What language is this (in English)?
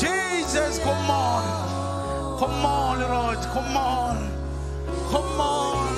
Marshallese